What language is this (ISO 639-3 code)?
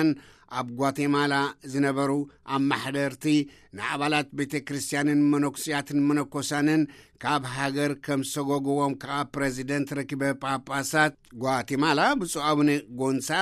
tir